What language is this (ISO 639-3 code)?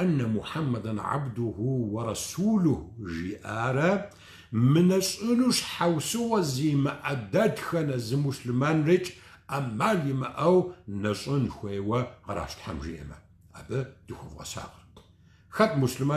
kbd